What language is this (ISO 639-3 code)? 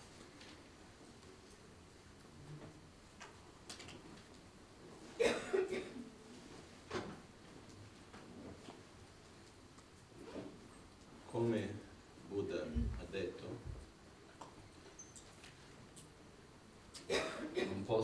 ita